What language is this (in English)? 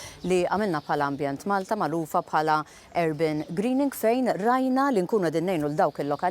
Maltese